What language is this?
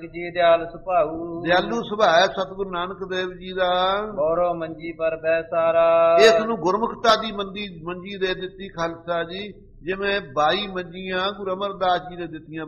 Punjabi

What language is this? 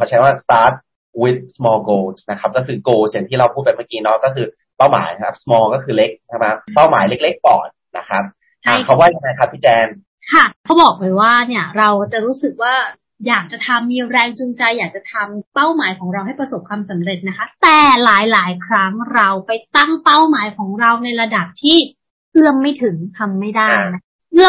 Thai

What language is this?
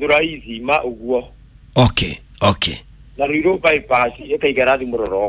Kikuyu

